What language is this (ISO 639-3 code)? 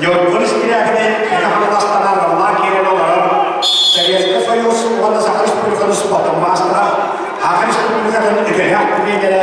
sah